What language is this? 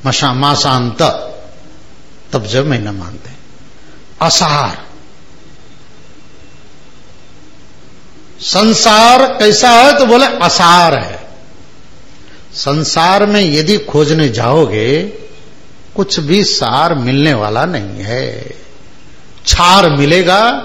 Hindi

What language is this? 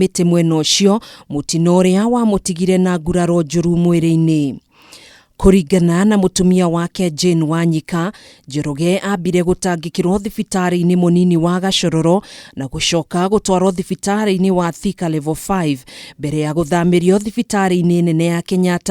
Kikuyu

